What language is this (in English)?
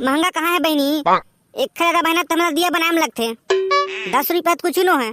Chhattisgarhi